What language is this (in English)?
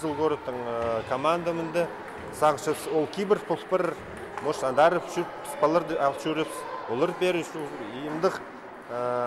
Khakas